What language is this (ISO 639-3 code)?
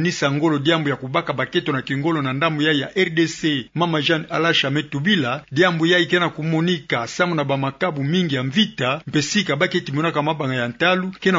ktu